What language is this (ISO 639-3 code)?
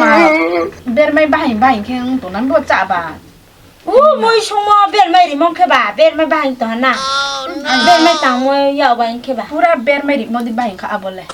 ria